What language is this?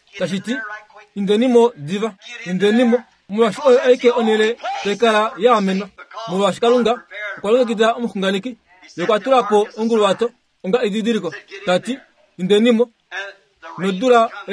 Kuanyama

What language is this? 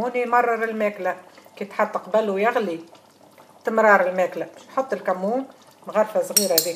Tunisian Arabic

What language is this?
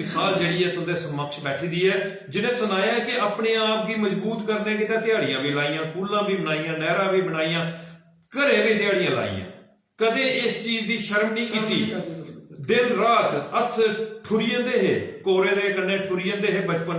Dogri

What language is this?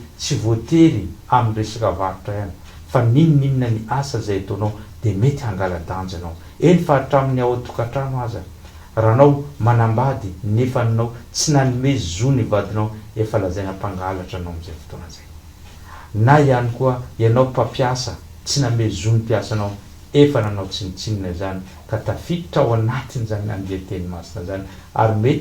Malagasy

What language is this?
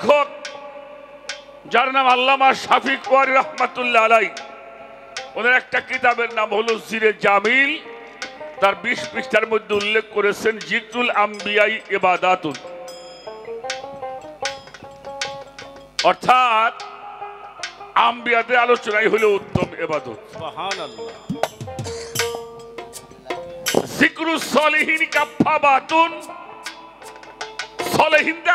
Bangla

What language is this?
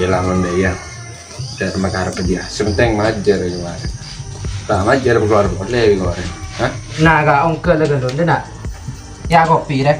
Madurese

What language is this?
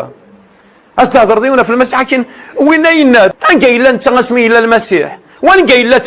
Kabyle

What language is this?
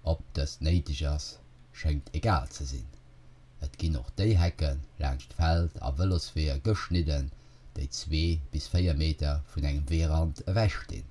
Luxembourgish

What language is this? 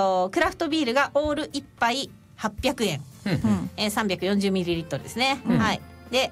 Japanese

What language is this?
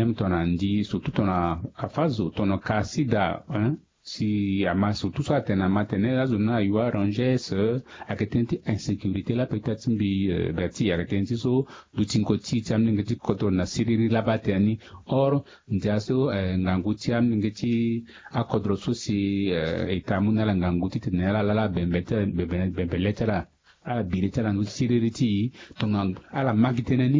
Sango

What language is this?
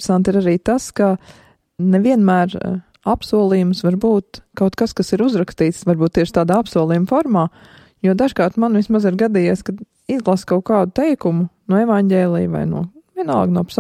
Latvian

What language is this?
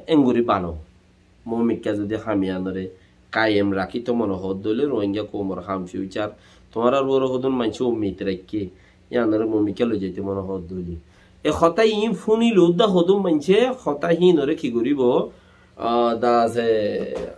Rohingya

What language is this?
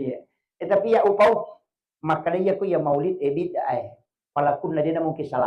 Buginese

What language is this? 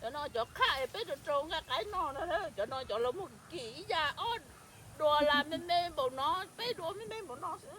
Hmong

